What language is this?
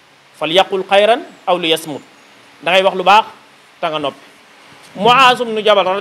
Wolof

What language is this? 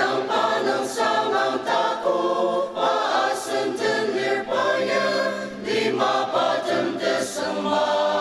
Ao Naga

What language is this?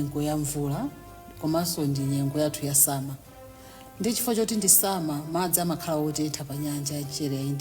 Nyanja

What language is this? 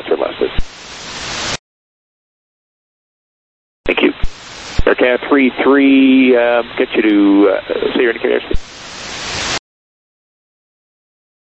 English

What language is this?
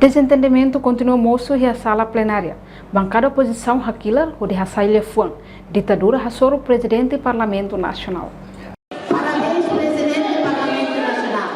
Tetum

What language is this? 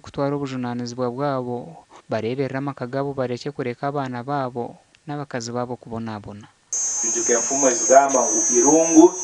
Nyankole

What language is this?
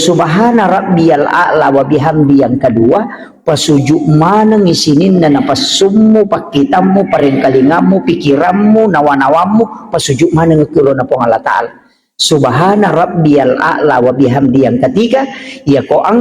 Buginese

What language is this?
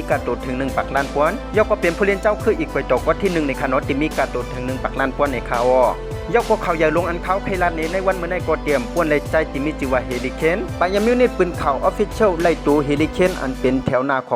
Shan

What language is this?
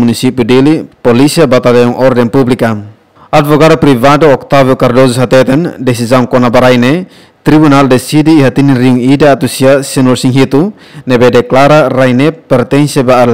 Tetum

